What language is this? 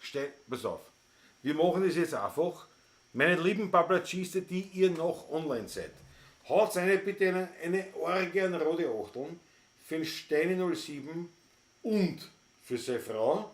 Bavarian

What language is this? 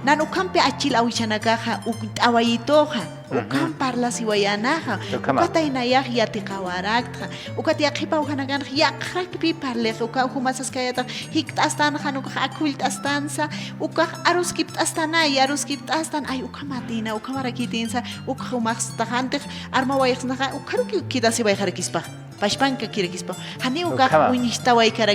Aymara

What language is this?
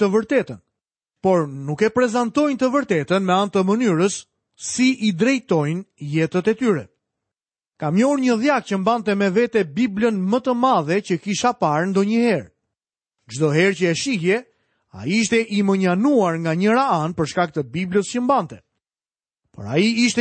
Albanian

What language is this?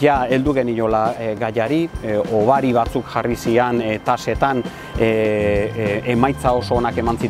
Basque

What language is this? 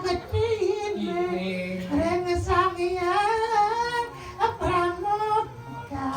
Balinese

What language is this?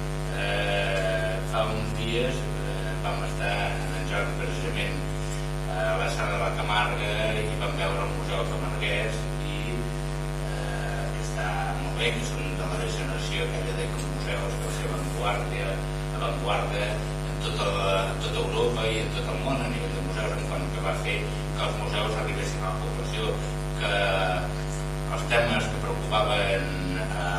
Catalan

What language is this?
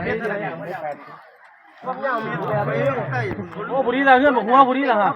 Northeastern Thai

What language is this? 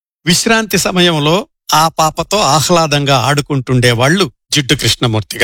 Telugu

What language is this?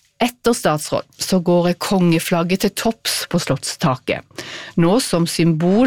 Norwegian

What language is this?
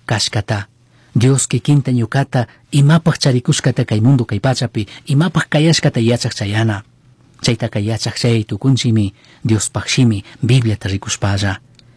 Chimborazo Highland Quichua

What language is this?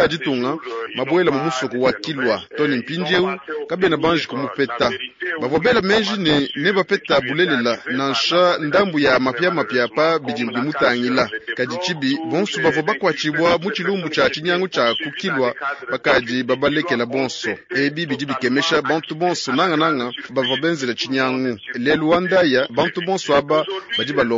Luba-Lulua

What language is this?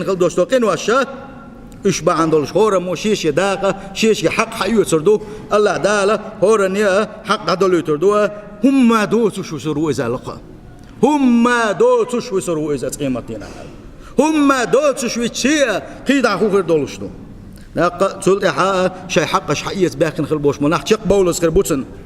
Chechen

